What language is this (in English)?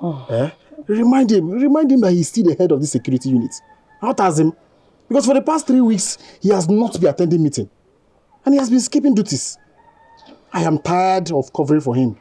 Nigerian Pidgin